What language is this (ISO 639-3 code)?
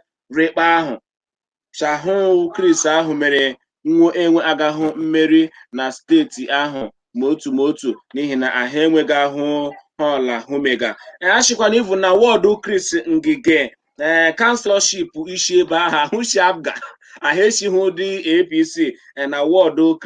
ibo